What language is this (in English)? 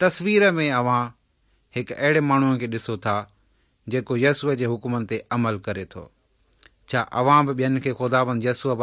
Sindhi